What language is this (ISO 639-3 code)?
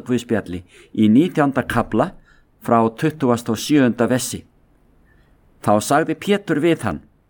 isl